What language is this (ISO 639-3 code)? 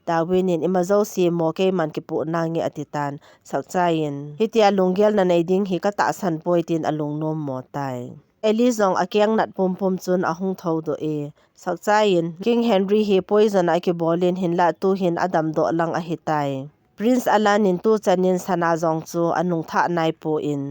tcz